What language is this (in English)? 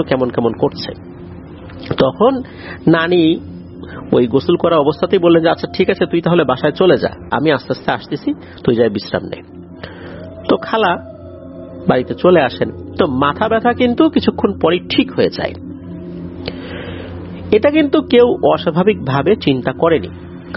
Bangla